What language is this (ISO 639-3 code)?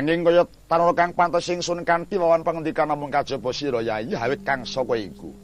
jav